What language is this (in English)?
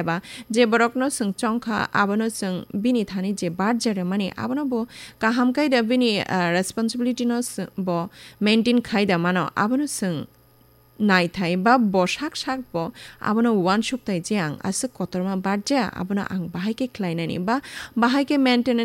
Kok Borok